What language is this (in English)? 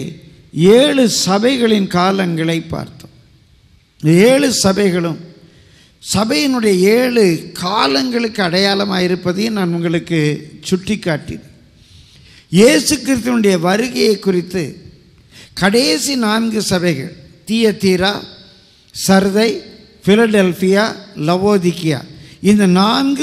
Tamil